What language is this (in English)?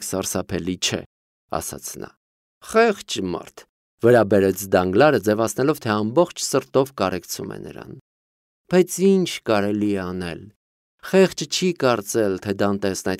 Armenian